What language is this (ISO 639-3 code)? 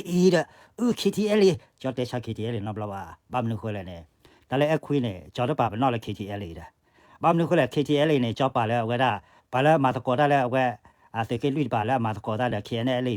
ksw